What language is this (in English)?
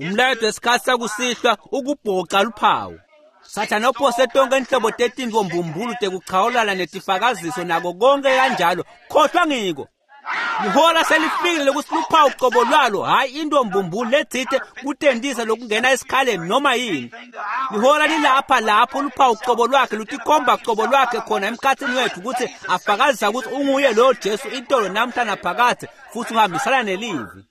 Swati